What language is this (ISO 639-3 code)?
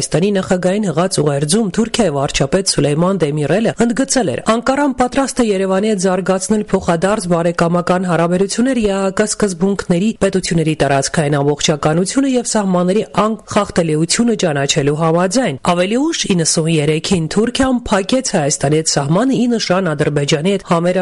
hye